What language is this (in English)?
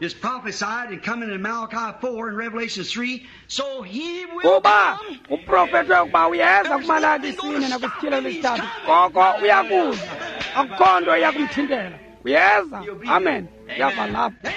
Xhosa